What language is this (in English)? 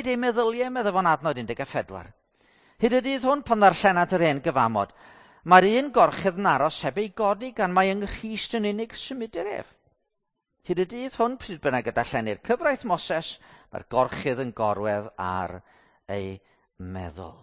Welsh